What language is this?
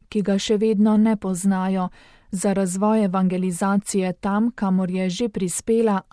Slovenian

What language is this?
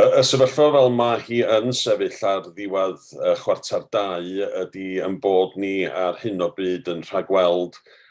Welsh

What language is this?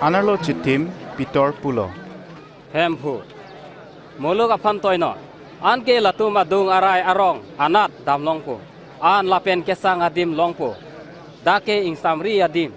Karbi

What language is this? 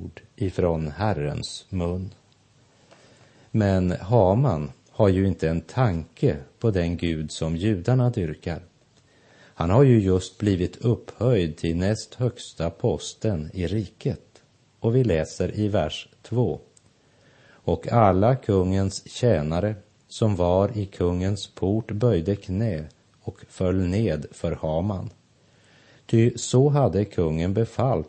Swedish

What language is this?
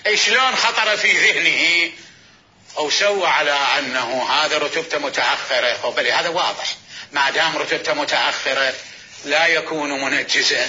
Mesopotamian Arabic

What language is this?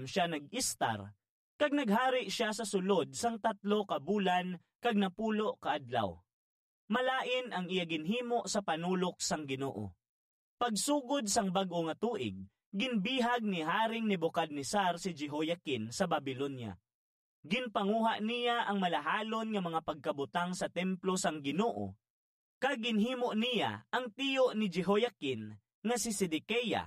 Hiligaynon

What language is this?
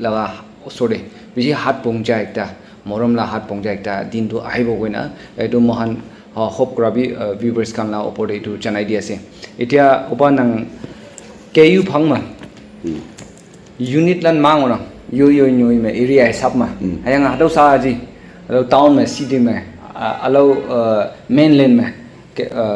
Naga Pidgin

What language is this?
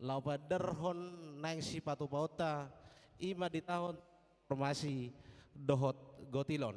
Batak Toba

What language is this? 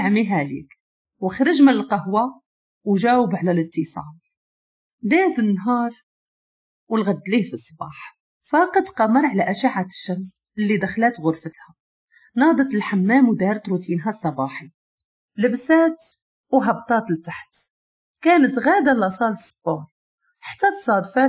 Moroccan Arabic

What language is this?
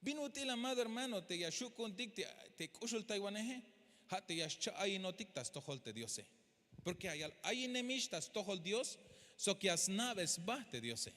Tzeltal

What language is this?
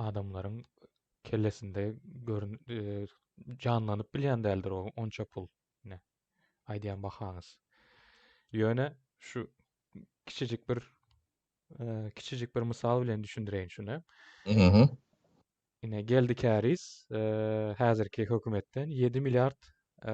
Turkmen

